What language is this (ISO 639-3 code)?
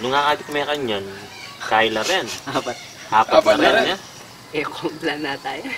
pam